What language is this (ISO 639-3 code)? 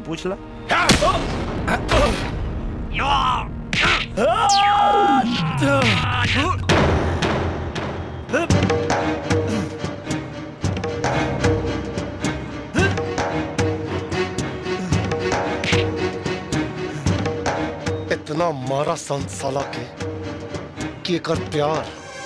bho